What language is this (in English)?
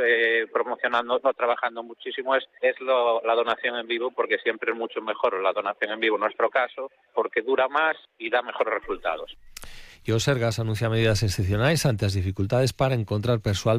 Galician